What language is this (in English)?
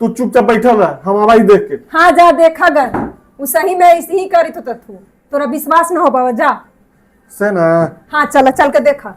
Magahi